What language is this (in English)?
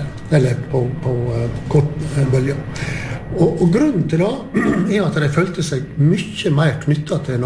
Norwegian